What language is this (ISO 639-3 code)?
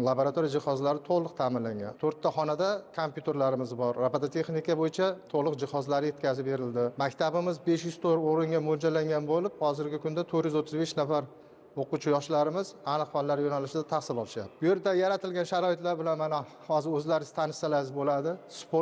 uzb